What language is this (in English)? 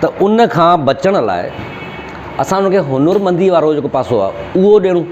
Sindhi